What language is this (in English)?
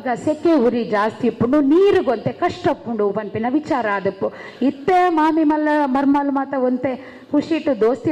Tulu